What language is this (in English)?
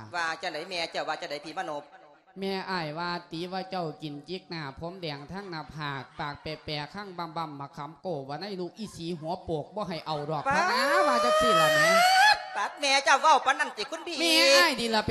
Lao